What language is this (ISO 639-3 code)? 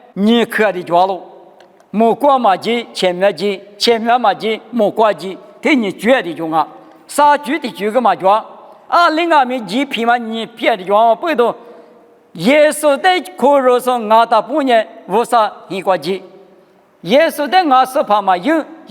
lis